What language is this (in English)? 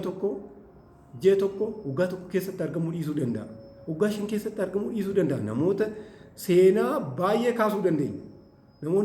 Oromo